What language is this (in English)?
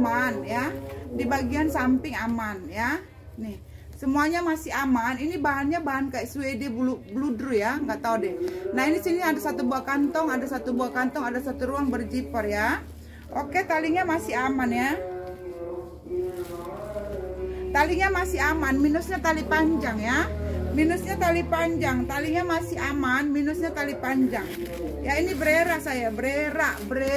Indonesian